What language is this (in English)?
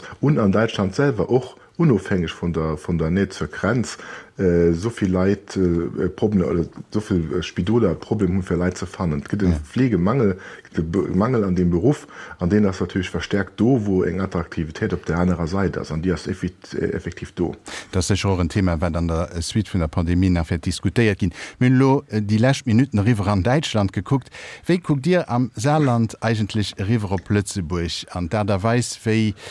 Luxembourgish